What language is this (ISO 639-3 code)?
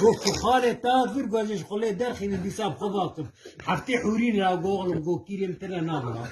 kur